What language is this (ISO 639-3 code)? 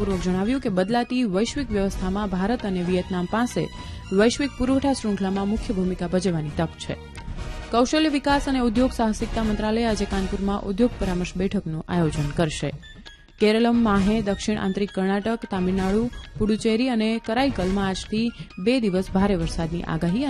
guj